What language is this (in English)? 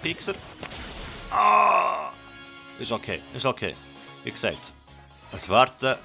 Swiss German